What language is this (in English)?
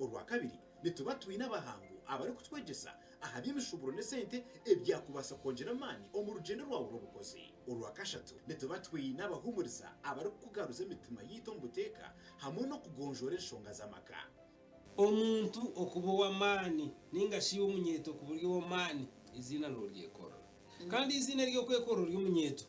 Nyankole